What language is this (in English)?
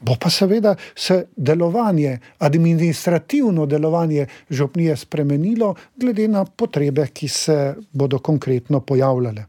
Slovenian